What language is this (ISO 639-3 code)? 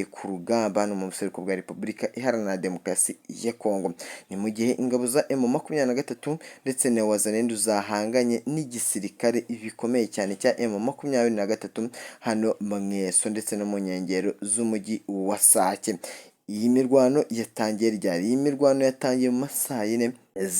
kin